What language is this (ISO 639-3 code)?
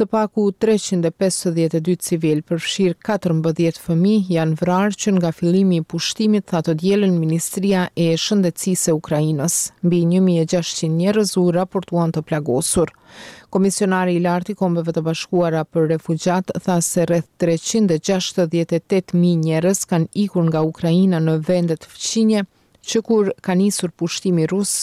sqi